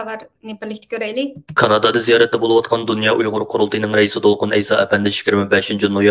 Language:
Uyghur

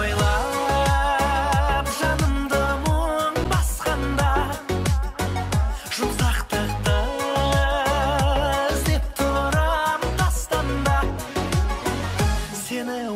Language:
Kazakh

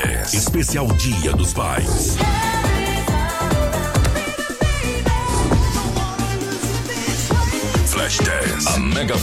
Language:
Portuguese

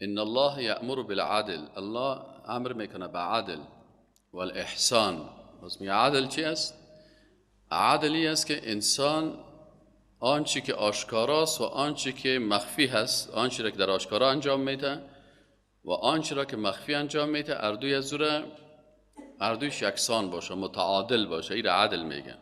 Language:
Persian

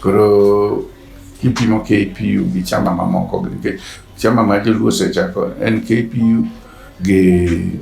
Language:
Luo (Kenya and Tanzania)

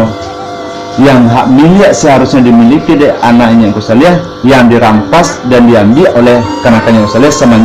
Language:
Minangkabau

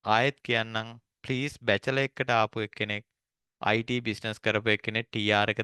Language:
Sinhala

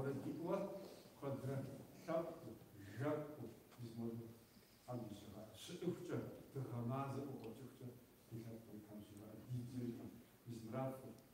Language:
Kabardian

